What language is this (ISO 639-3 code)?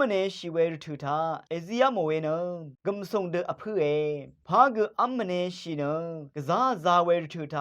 raw